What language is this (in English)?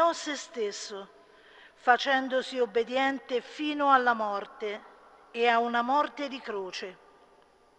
Italian